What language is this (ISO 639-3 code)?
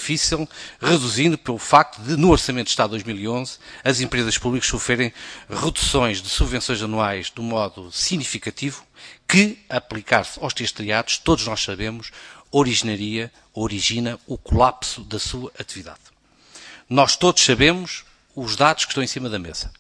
por